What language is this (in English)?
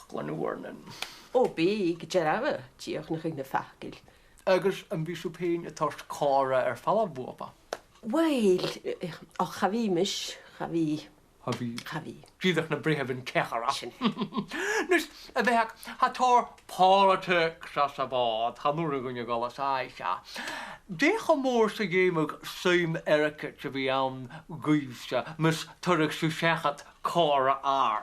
Scottish Gaelic